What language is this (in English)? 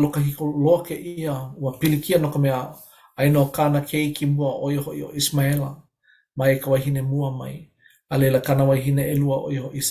Hawaiian